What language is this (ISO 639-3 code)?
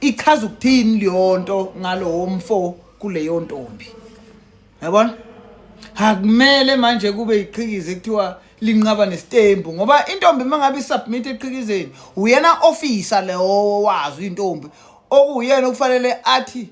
zul